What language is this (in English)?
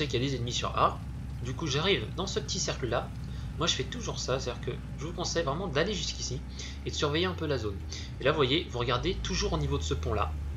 French